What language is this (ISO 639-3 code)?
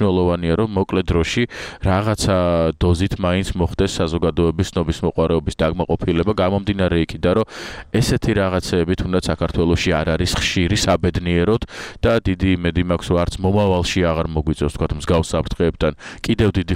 kat